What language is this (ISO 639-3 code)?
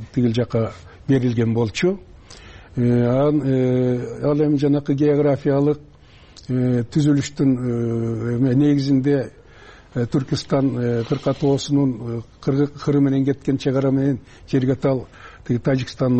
kir